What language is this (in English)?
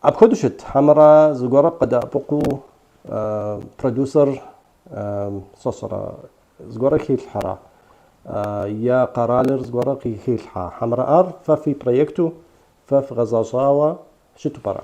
Kabardian